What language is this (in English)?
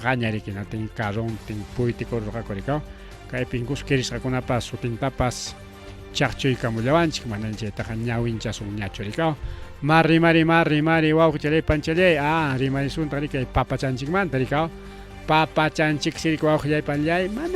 Ayacucho Quechua